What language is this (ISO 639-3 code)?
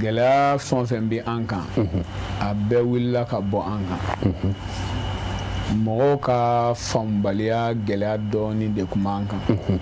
bam